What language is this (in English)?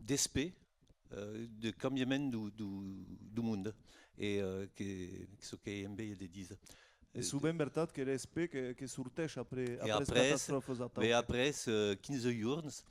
Occitan